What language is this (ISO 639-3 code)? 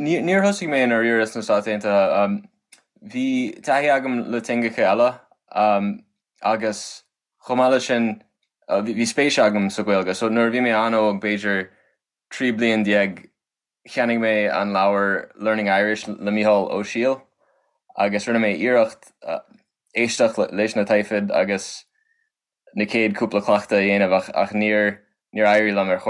gle